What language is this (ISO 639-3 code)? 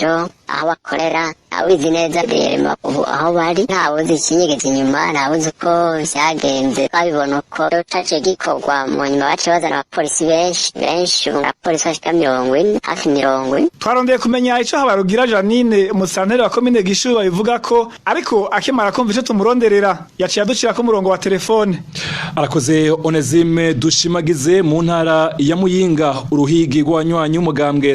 run